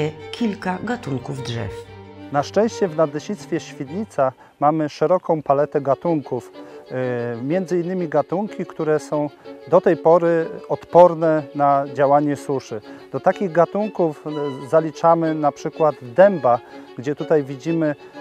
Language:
Polish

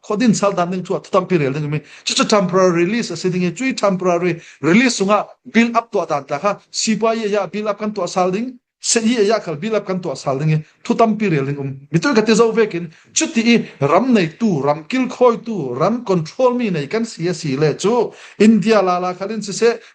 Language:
Falam Chin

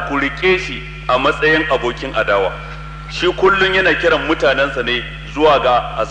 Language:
Hausa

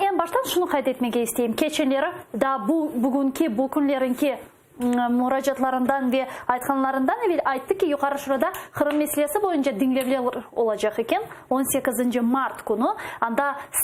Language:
Crimean Tatar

